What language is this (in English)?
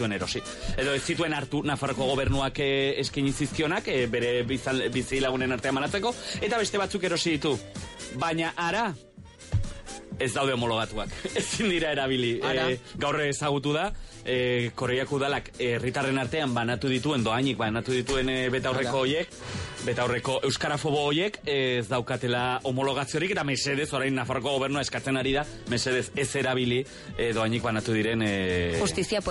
Basque